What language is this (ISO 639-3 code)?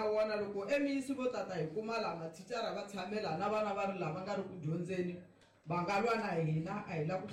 tso